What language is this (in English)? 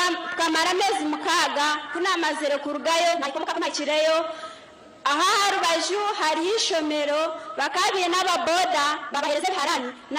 Nyankole